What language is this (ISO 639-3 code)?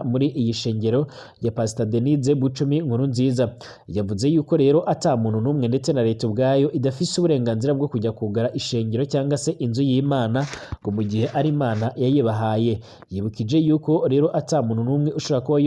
run